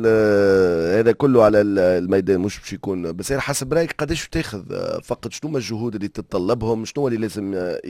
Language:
Tunisian Arabic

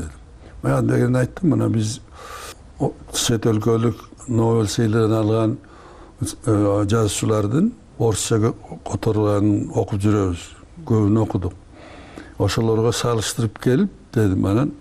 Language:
Kyrgyz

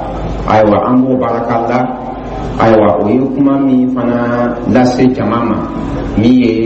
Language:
Dyula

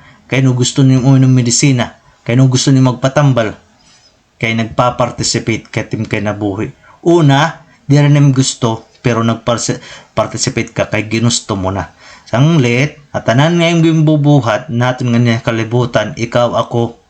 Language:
Waray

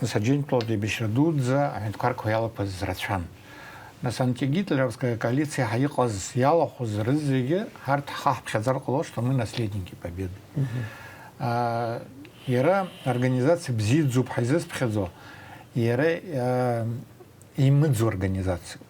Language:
Abkhazian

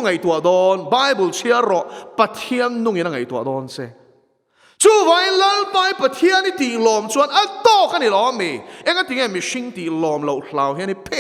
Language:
Mizo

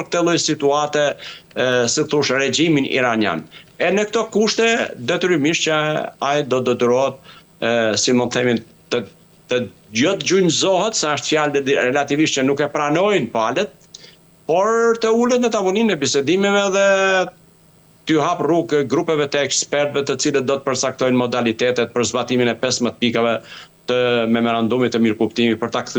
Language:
Albanian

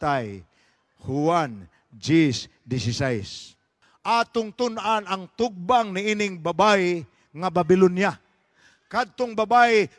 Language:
Cebuano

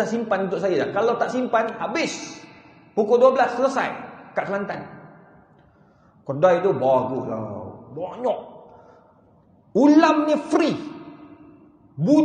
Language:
Malay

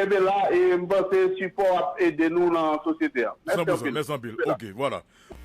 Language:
Haitian Creole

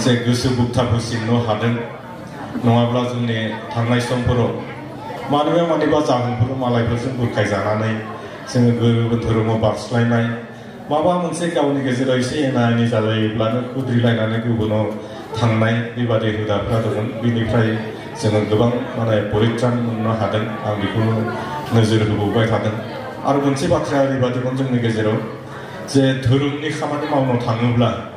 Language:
Bodo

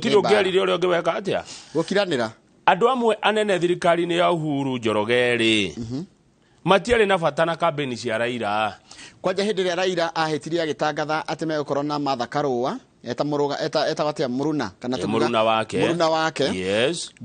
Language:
Kikuyu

